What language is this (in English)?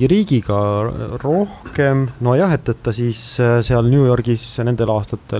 Estonian